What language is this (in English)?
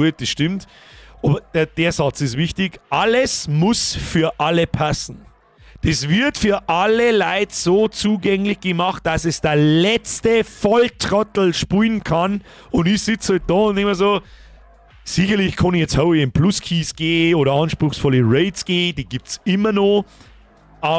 Bavarian